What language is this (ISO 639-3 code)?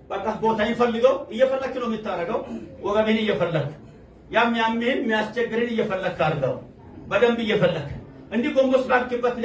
amh